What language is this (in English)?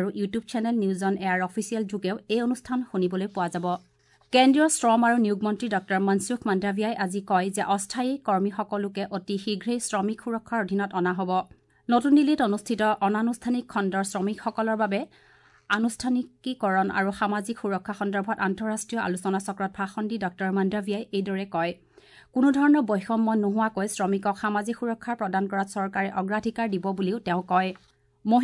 Assamese